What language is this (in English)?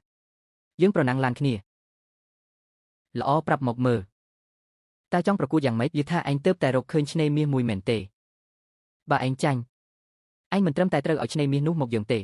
Khmer